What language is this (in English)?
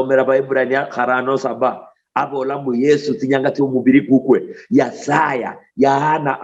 Luyia